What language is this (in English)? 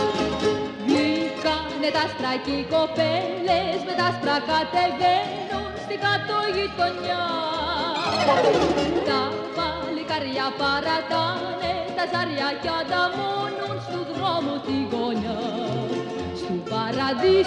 Greek